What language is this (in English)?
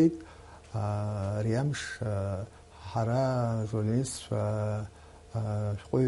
Abkhazian